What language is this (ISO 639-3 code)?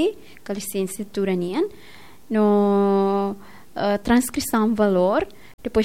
tet